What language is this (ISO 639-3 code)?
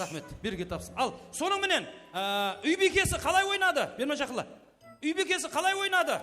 kaa